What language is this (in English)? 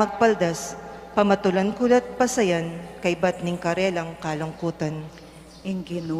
Pampanga